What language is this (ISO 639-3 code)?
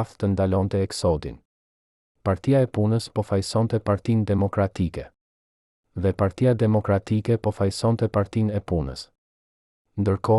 sqi